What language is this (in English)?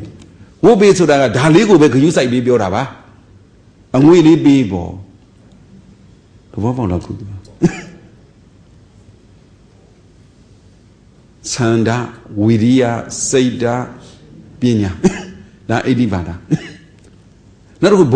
Burmese